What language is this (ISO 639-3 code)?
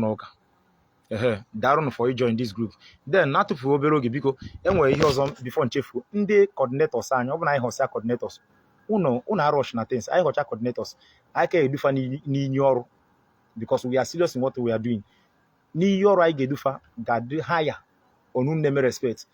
ibo